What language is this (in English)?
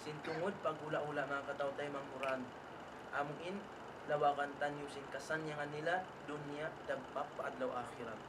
Tausug